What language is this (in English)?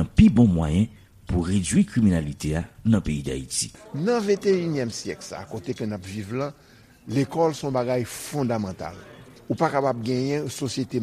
Haitian Creole